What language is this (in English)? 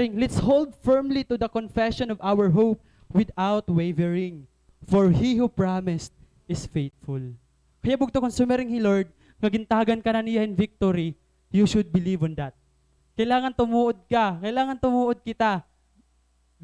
Waray